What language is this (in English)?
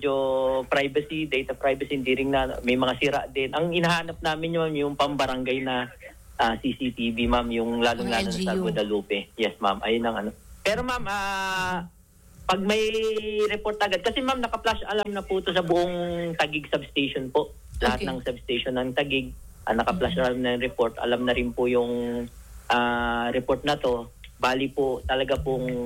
Filipino